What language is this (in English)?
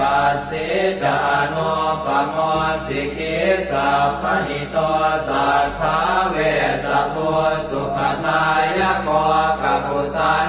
Pali